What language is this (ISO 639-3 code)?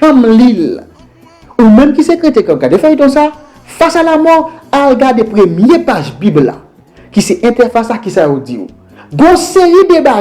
hat